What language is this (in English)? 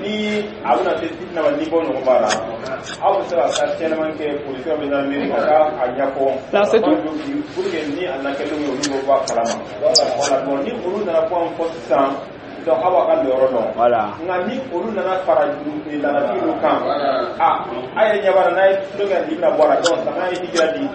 Dyula